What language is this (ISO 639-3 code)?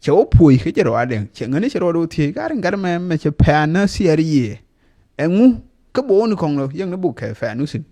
nus